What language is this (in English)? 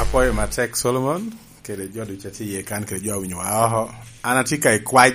Lango (Uganda)